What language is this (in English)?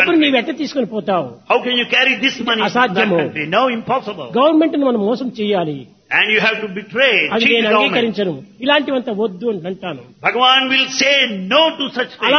Telugu